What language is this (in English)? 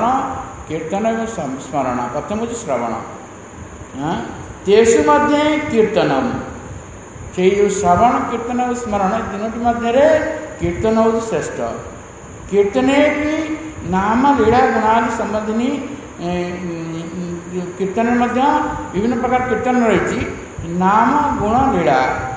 Odia